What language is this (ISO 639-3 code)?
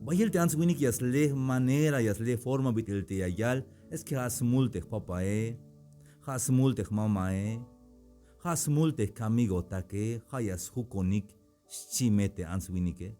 tzh